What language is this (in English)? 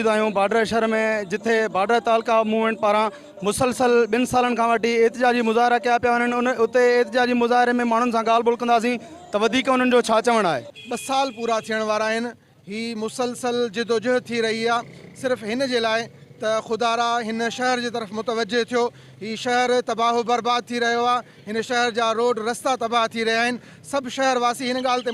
Sindhi